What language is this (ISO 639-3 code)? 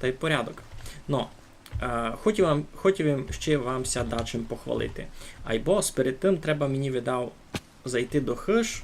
rue